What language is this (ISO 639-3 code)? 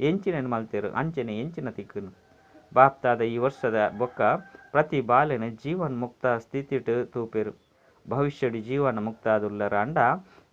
tcy